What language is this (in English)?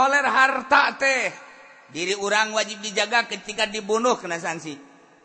Sundanese